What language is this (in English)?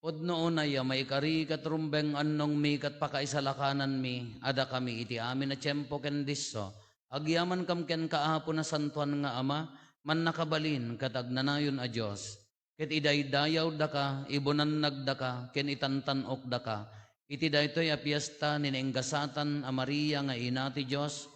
Iloko